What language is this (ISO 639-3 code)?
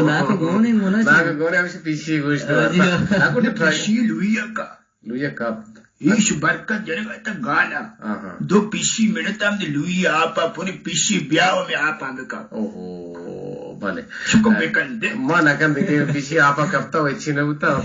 bgp